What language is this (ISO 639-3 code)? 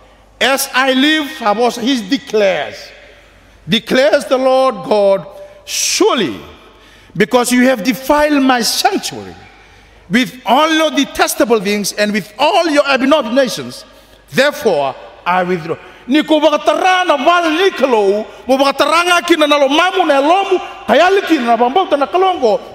fij